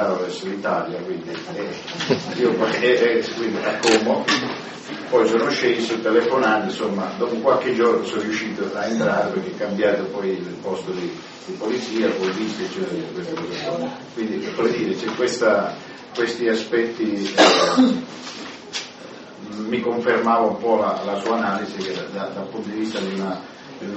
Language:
Italian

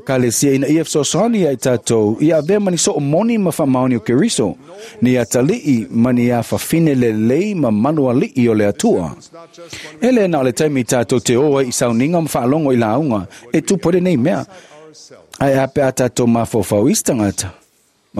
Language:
Samoan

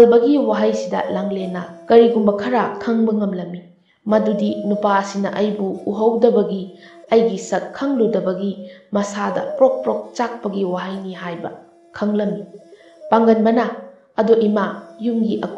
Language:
Manipuri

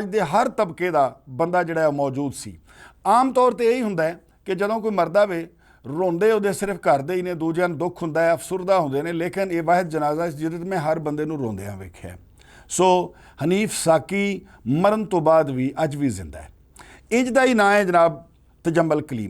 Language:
Western Panjabi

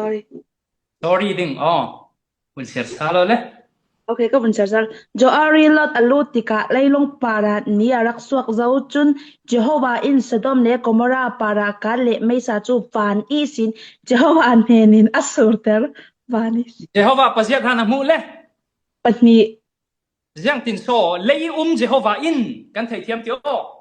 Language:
Falam Chin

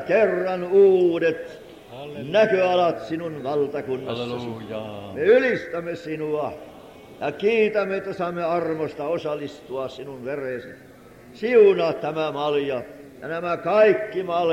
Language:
Finnish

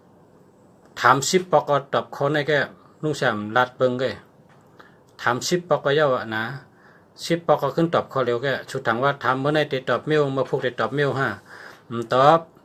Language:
Shan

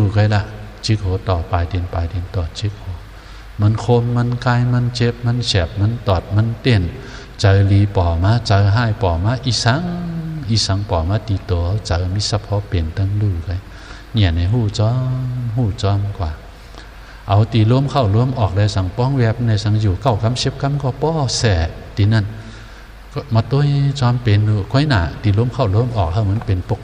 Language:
Shan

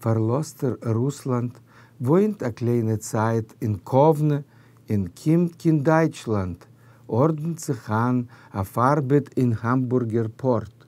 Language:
Yiddish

